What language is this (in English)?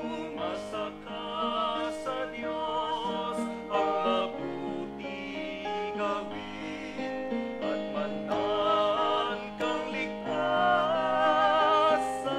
Bikol